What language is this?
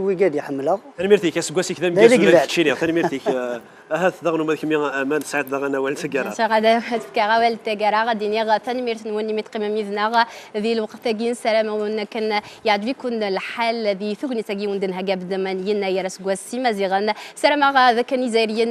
Kabyle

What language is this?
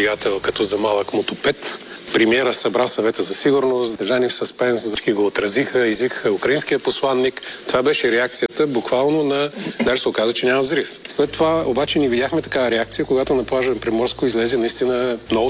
Bulgarian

